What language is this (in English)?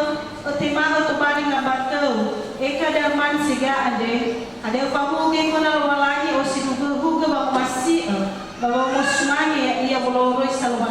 Nias